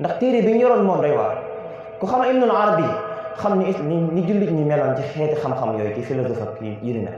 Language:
Wolof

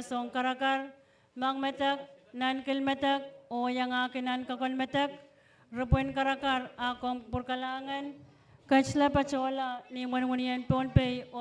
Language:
Pohnpeian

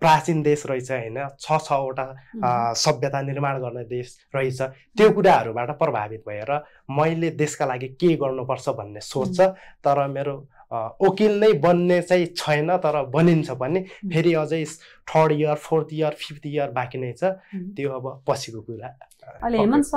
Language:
Nepali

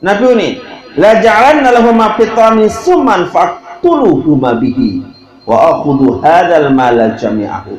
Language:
Sasak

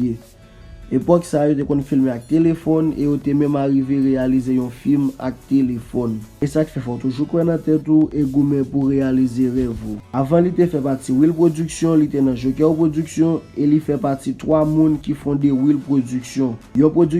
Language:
Haitian Creole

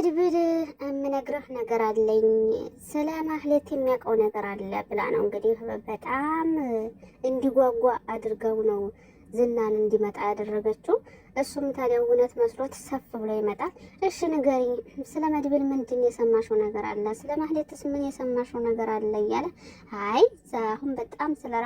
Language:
Amharic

